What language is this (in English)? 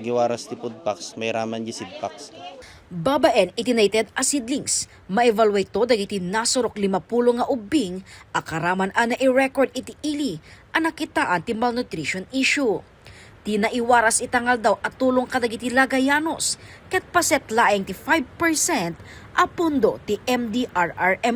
Iloko